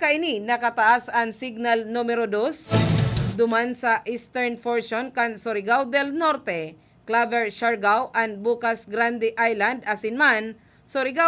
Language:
Bikol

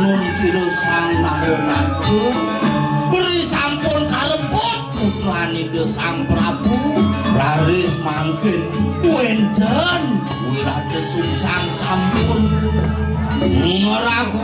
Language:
Balinese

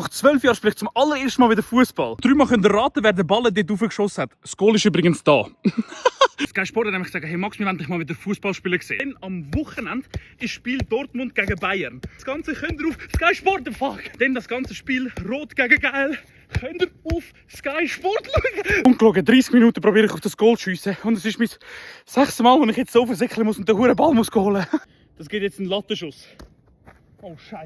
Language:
Swiss German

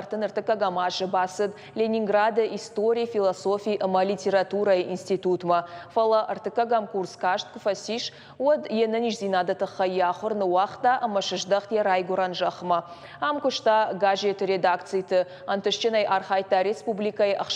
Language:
Ossetic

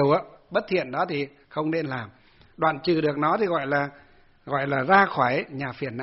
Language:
Vietnamese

